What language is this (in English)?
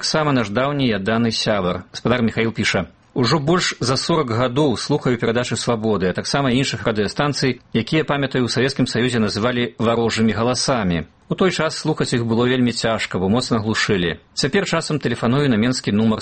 Belarusian